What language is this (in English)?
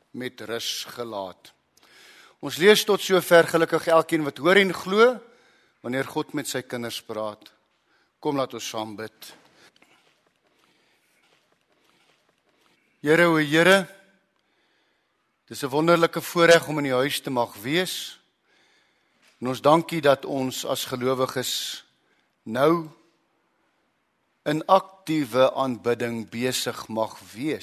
Afrikaans